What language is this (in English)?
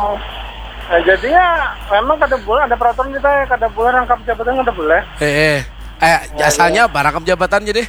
Banjar